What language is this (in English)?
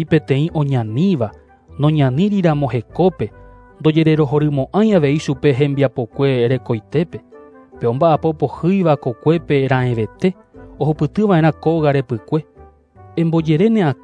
Guarani